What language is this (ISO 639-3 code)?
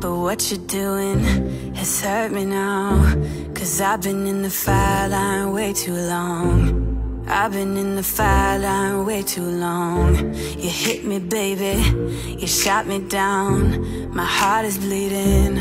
eng